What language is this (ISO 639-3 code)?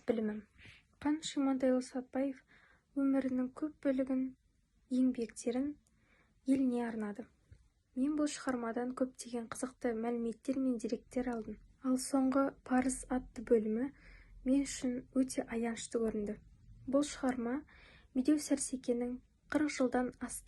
kaz